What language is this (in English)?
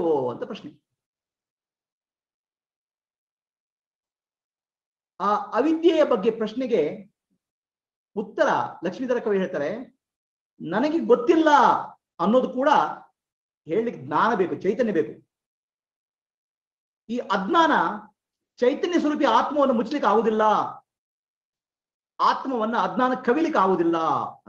Kannada